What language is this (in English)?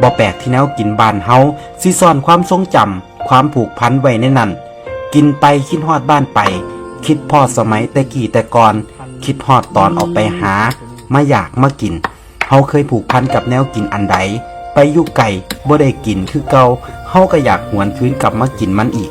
Northeastern Thai